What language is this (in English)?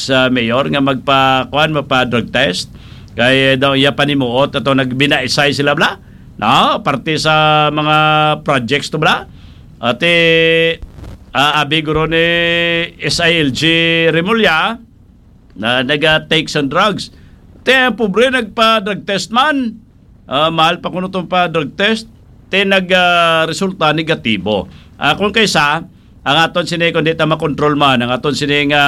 Hiligaynon